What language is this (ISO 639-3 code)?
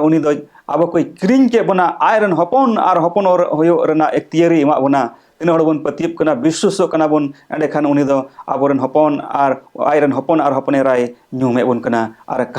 sat